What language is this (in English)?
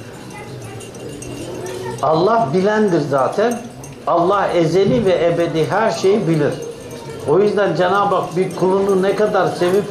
Turkish